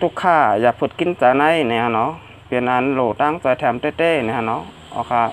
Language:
Shan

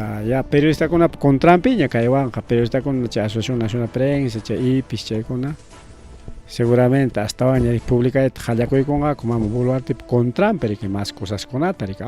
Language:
Ayacucho Quechua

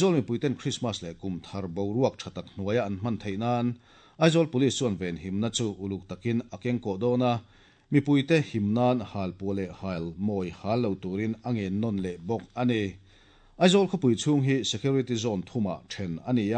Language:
Mizo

